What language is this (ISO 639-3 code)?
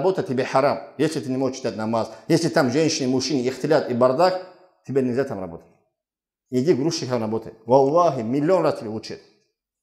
rus